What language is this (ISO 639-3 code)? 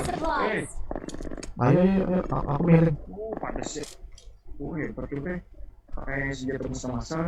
bjn